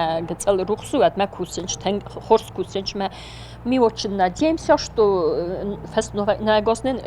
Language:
Ossetic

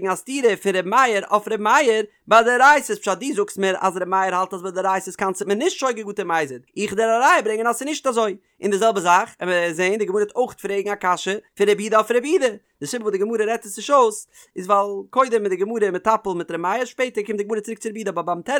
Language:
Yiddish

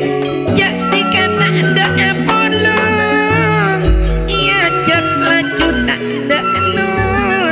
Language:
Madurese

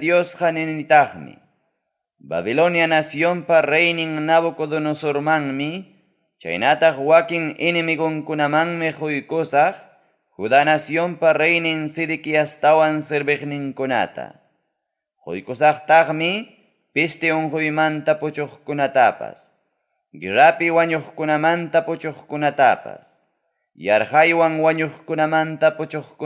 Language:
Ayacucho Quechua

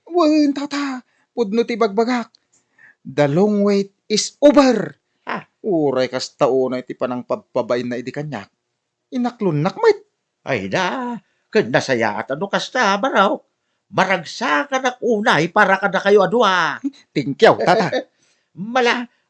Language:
Iloko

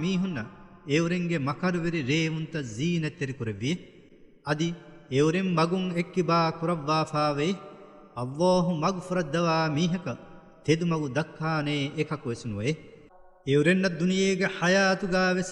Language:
Divehi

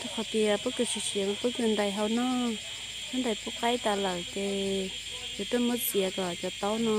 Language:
Hmong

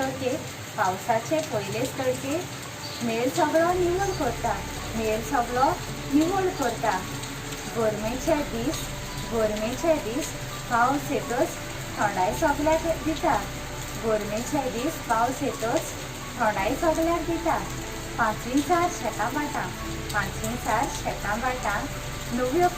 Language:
Konkani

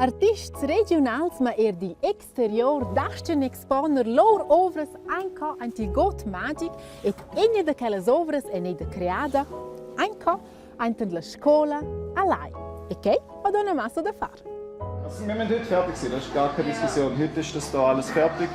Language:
Romansh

